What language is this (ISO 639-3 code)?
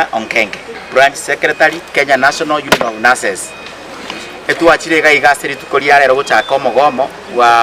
guz